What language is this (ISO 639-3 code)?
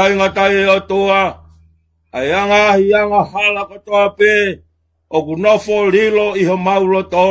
ton